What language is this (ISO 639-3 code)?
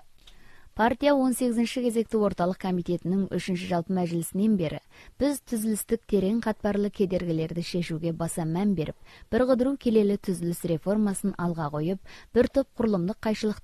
kaz